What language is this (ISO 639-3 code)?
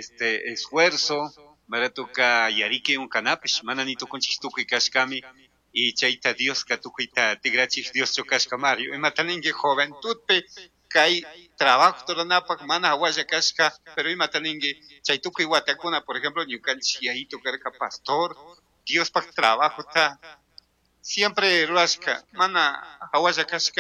qug